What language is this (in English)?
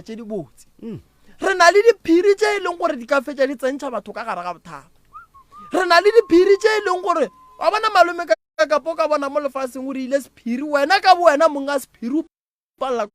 Northern Sotho